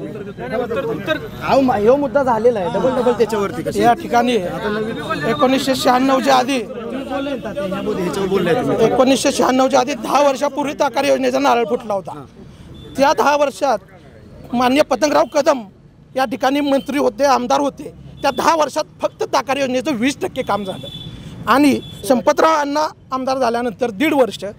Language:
Marathi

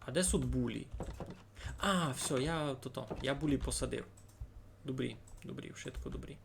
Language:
Rusyn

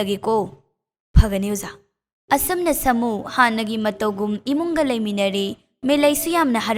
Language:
Manipuri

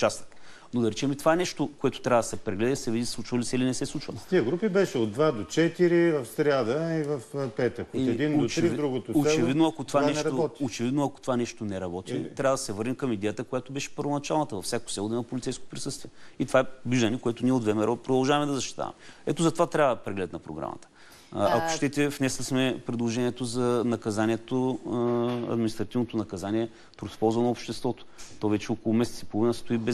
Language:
Bulgarian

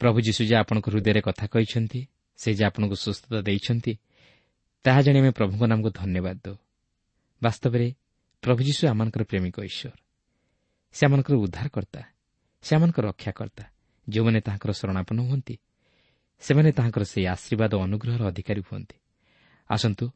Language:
Odia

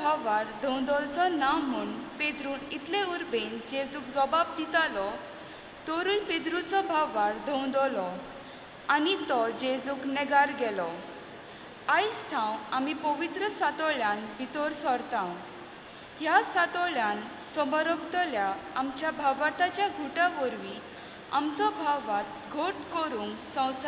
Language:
Konkani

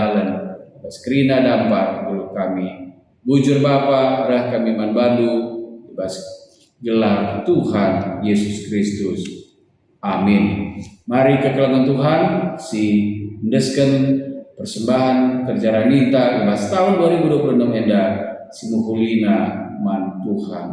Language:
Batak Karo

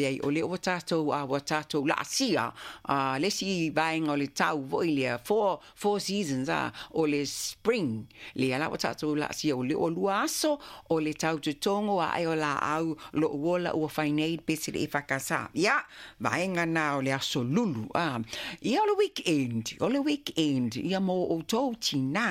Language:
Samoan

